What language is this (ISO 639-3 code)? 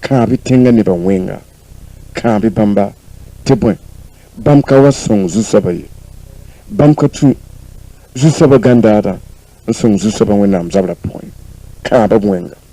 mos